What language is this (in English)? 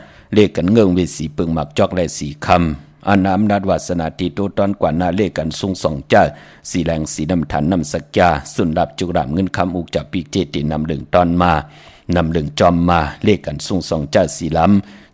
Shan